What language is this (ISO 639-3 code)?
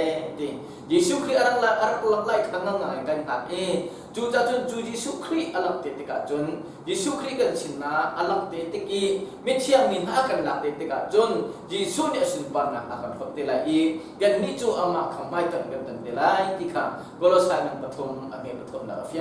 cnh